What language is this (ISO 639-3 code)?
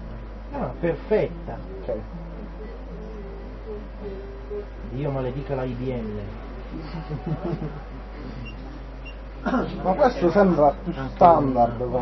ita